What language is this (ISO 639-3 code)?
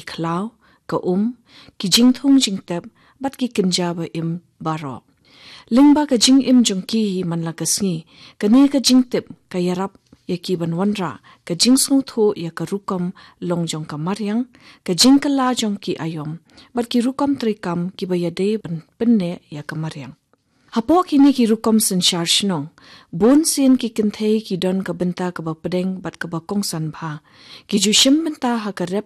kha